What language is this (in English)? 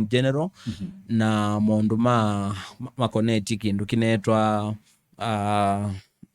Kamba